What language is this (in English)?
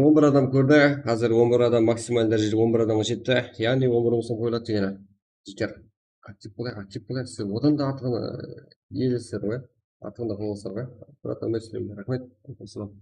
Kara-Kalpak